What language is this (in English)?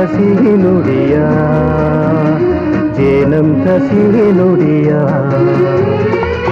Kannada